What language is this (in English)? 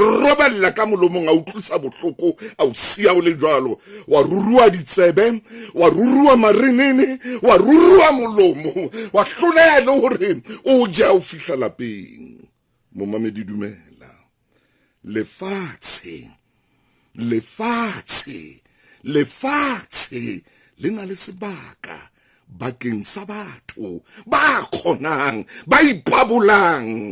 Southern Sotho